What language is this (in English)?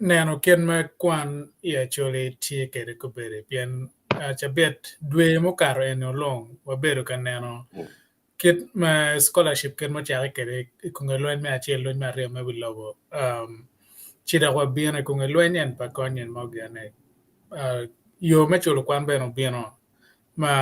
Acoli